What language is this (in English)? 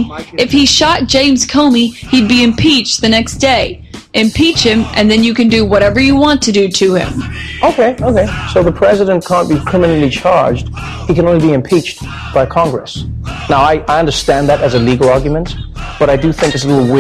English